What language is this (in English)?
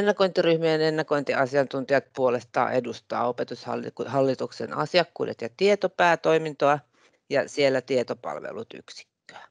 Finnish